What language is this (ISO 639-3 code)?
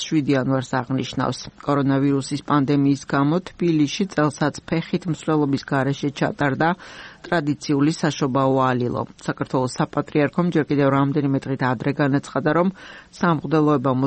kat